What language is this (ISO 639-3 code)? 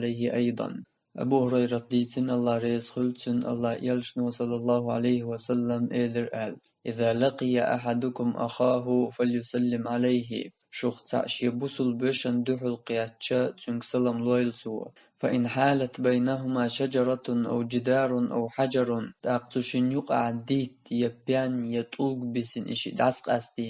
che